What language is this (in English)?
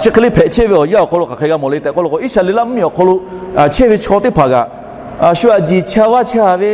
Lahu